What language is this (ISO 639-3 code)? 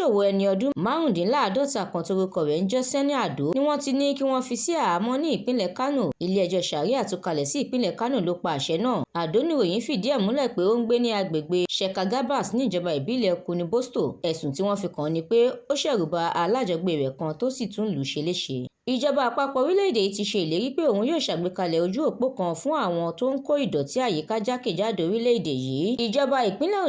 yor